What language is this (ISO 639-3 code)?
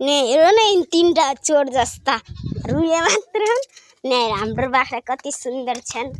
nep